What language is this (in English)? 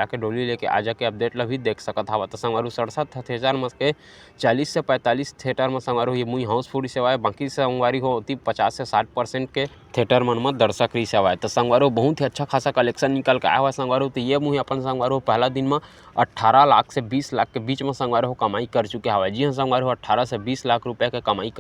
Chhattisgarhi